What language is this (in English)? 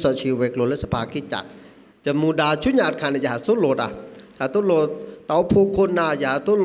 S'gaw Karen